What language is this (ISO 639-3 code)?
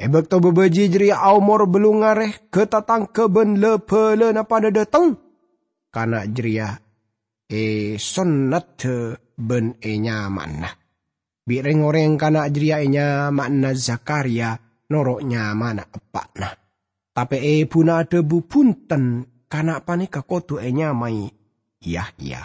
mad